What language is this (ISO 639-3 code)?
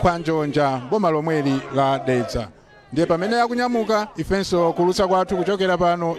nya